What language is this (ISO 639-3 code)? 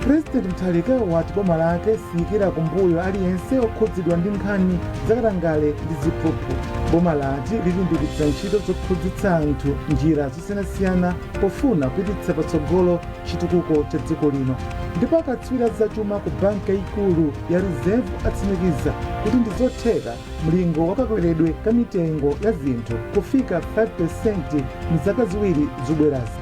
nya